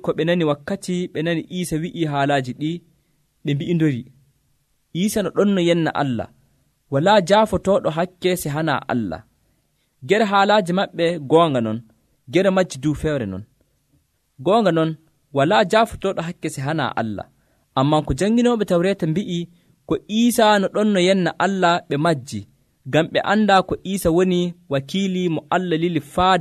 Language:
Nigerian Fulfulde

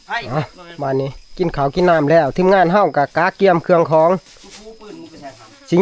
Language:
Northeastern Thai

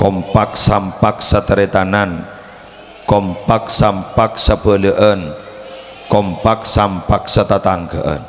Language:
Madurese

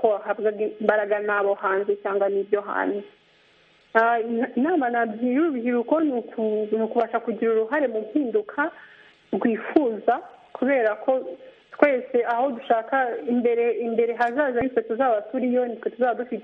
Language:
Kinyarwanda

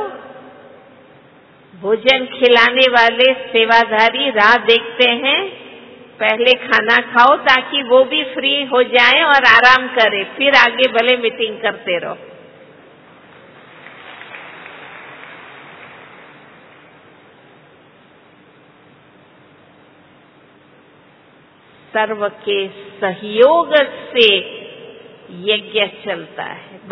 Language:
Hindi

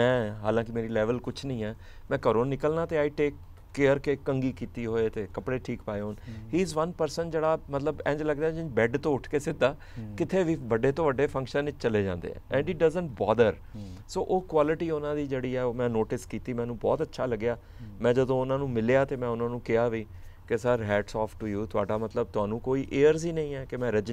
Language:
Punjabi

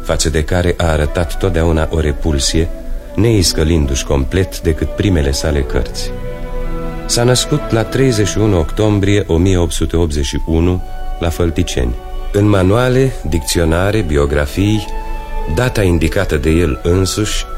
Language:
Romanian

